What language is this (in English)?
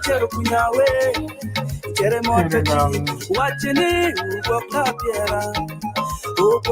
Acoli